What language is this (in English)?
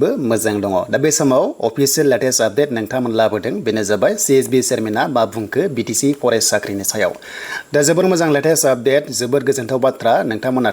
Bodo